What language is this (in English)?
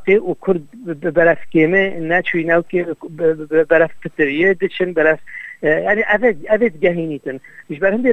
Kurdish